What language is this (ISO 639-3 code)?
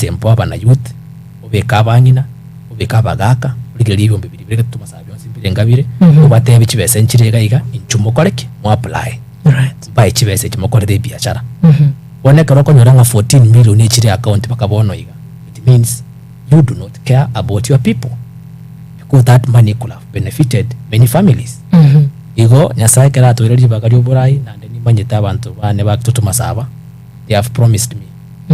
guz